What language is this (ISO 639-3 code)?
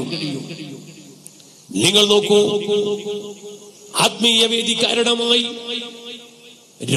mal